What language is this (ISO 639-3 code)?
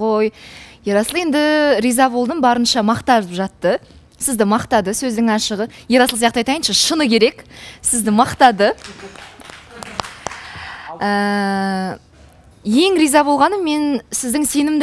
kaz